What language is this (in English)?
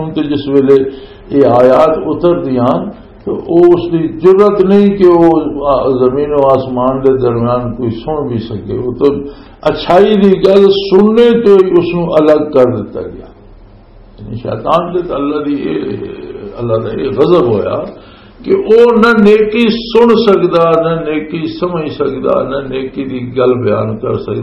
Western Panjabi